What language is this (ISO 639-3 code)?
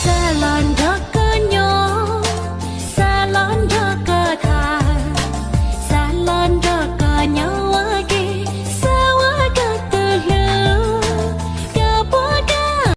hmn